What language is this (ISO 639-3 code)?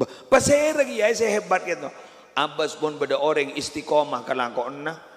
mad